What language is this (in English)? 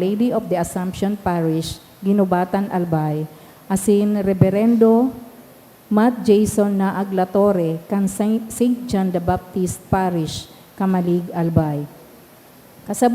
Bikol